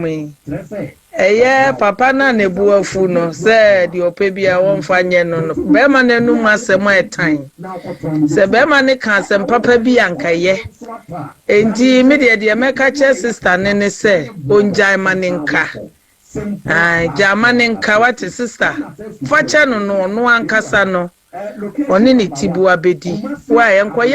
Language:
Akan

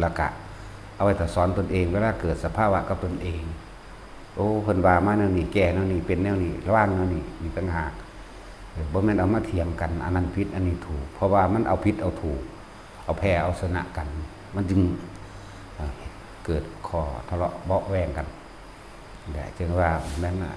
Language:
Northeastern Thai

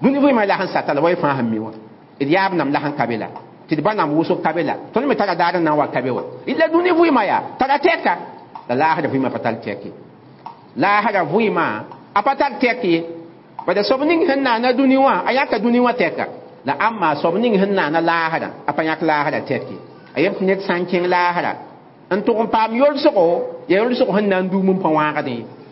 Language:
Mossi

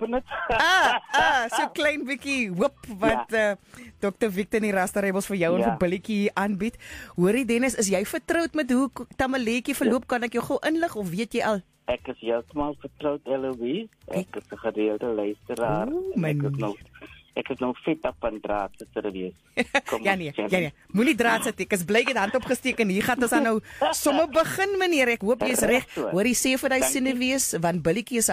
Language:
Afrikaans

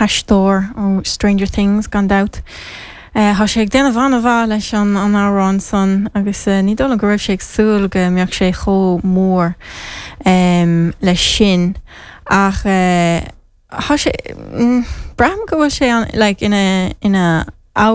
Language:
Irish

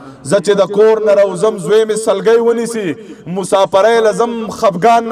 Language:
Pashto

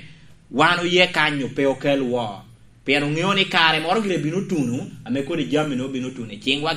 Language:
Lango (Uganda)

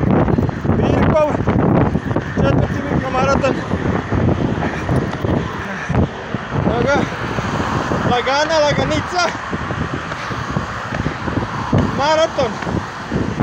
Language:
Croatian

